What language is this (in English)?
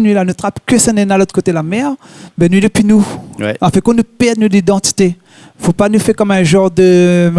Réunion Creole French